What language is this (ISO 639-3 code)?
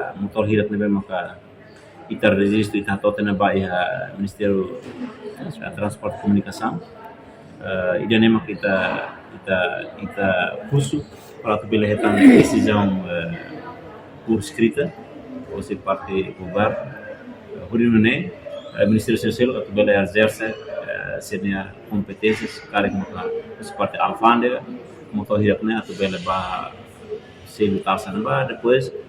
tet